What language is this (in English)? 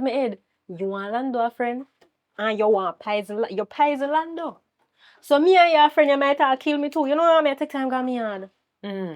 Jamaican Creole English